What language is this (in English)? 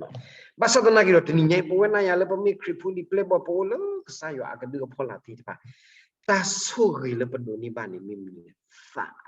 S'gaw Karen